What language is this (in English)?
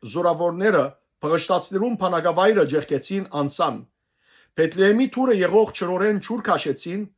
Western Armenian